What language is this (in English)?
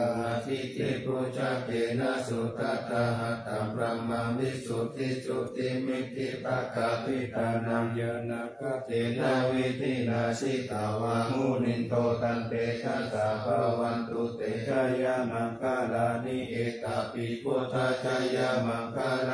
Pali